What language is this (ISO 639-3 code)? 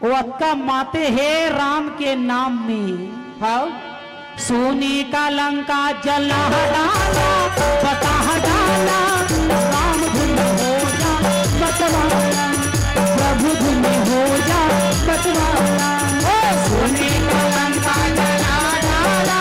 hne